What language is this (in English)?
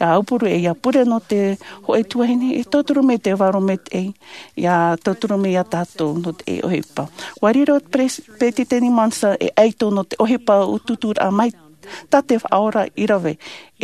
Tahitian